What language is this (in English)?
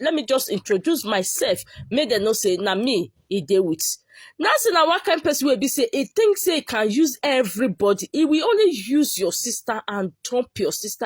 Nigerian Pidgin